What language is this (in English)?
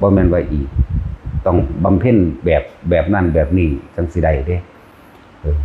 Northeastern Thai